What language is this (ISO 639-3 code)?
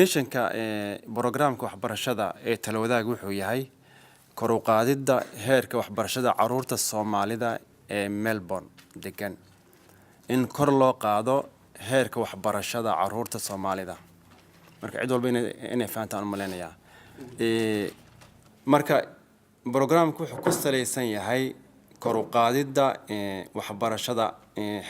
som